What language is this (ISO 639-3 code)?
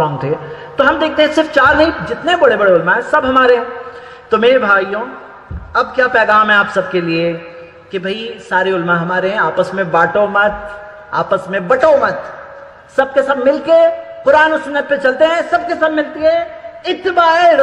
urd